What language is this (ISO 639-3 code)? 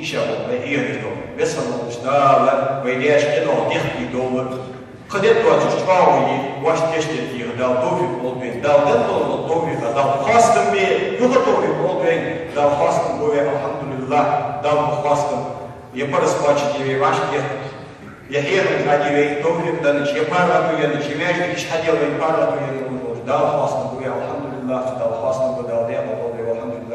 inh